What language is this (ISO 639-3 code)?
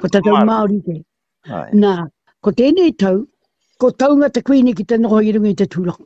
mri